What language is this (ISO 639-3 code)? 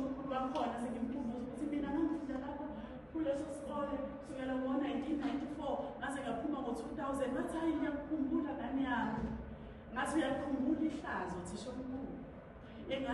zul